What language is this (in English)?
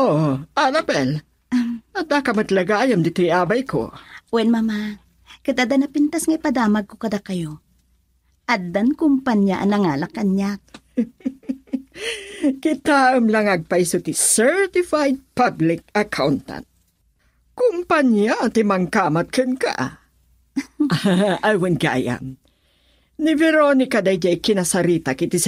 Iloko